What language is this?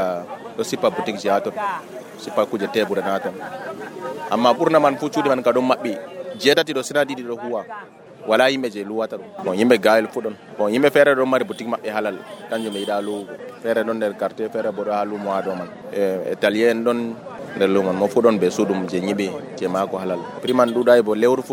Nigerian Fulfulde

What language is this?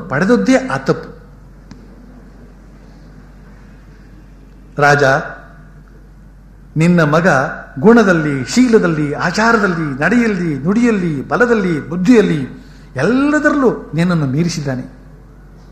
Kannada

